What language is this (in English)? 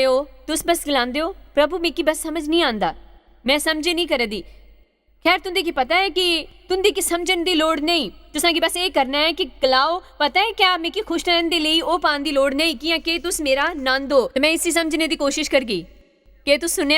Dogri